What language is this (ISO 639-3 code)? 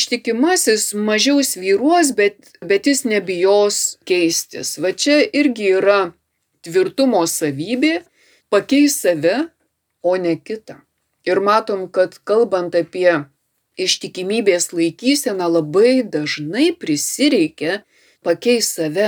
lit